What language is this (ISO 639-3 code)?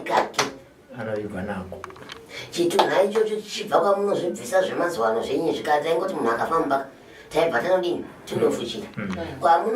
sna